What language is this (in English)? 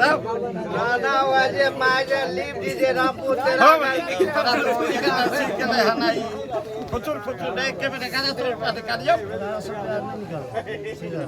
Maithili